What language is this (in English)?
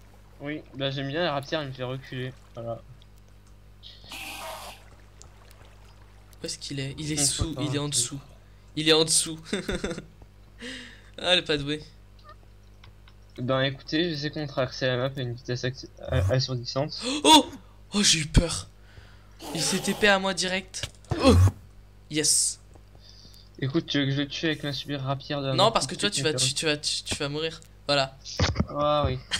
French